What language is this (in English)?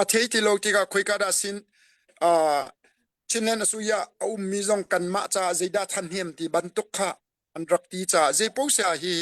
Hakha Chin